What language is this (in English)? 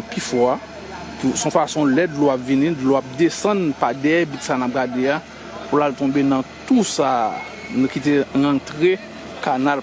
Haitian Creole